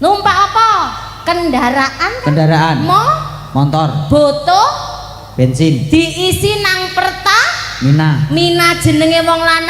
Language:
Javanese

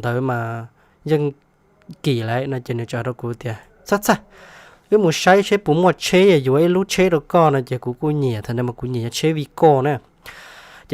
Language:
Hmong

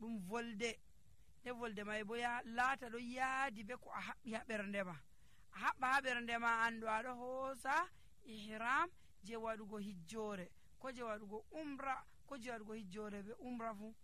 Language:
Nigerian Fulfulde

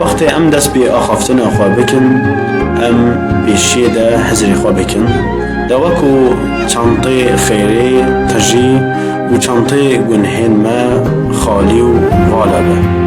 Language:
Kurdish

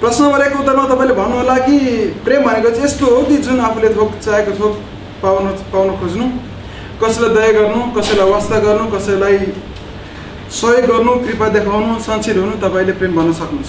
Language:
Nepali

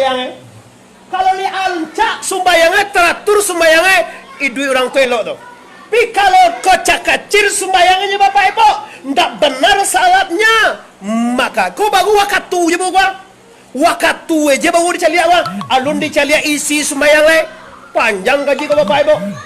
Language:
Minangkabau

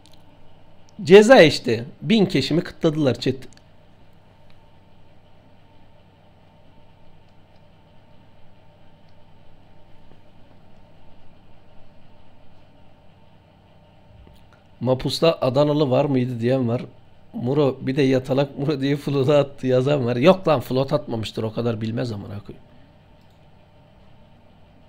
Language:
Turkish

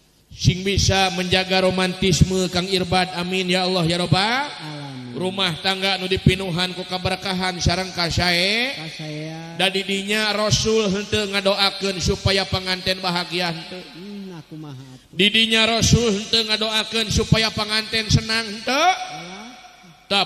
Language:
Sundanese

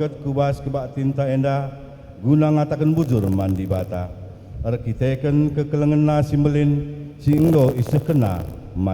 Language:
Batak Karo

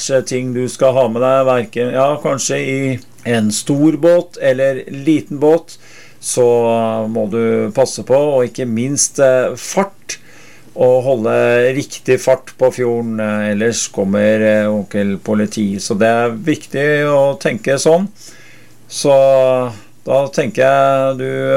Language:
Norwegian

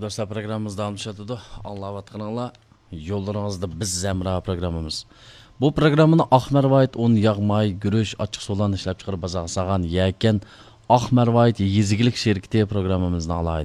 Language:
Uyghur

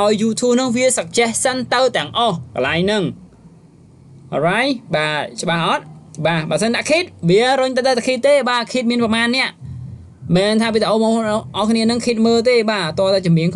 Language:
Khmer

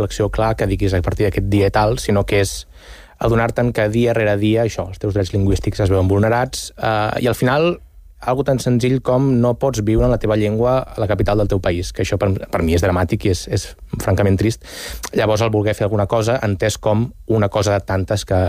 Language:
Catalan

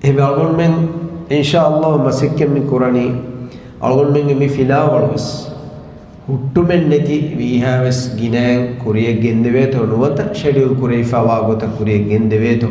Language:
Divehi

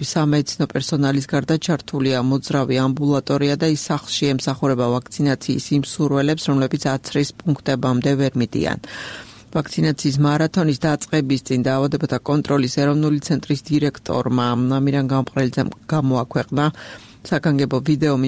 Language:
Georgian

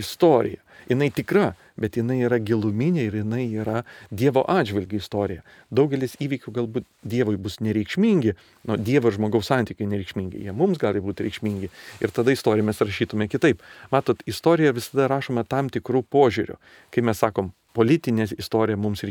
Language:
Lithuanian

